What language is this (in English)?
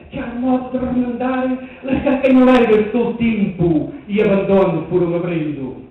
Mirandese